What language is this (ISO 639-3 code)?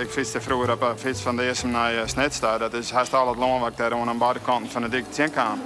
fry